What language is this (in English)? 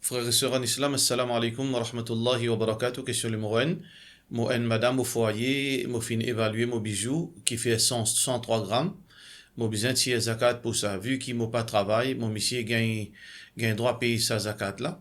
Morisyen